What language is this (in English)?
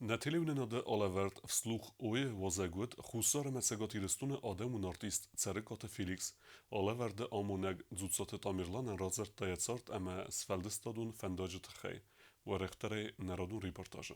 Ossetic